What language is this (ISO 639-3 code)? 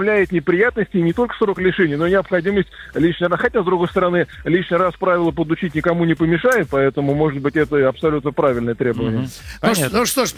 rus